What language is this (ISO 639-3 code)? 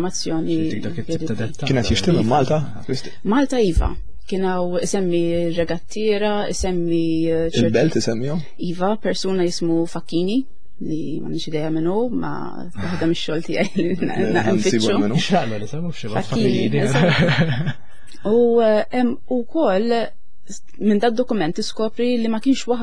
mlt